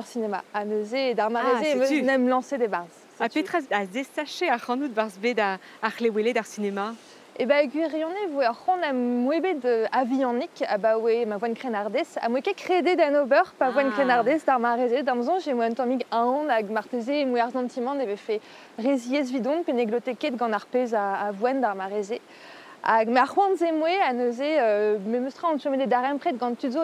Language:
Breton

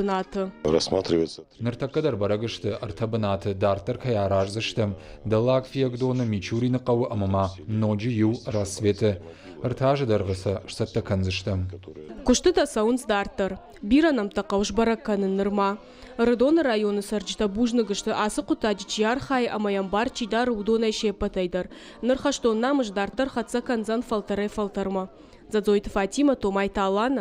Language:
Ossetic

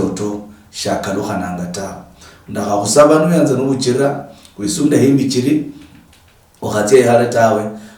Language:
Luyia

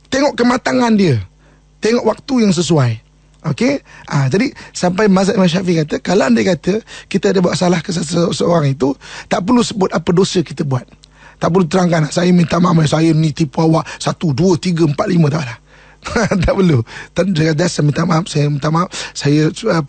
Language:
Malay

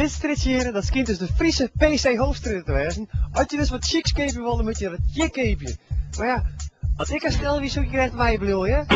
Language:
Western Frisian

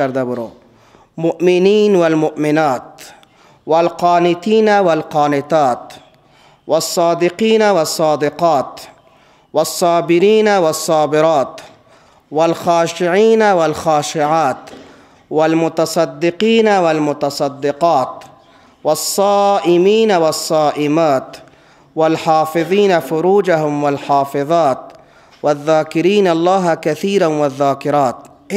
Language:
Persian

